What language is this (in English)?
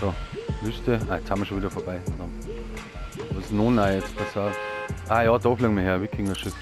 Bavarian